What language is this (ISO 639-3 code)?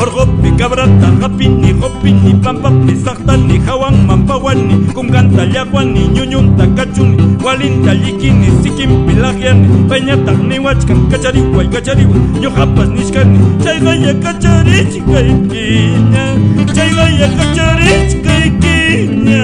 quy